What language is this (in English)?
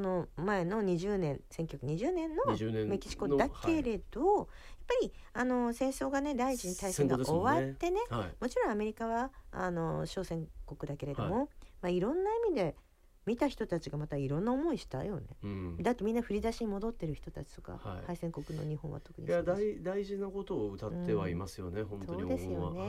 Japanese